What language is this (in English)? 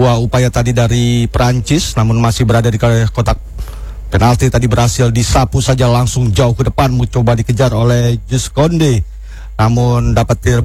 Indonesian